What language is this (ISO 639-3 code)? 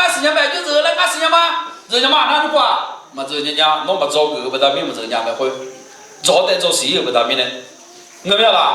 ahk